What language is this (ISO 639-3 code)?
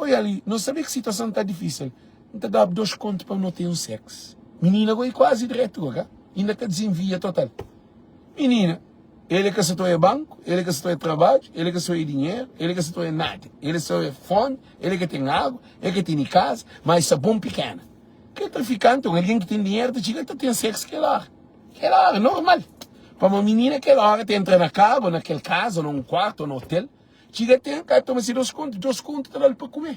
kea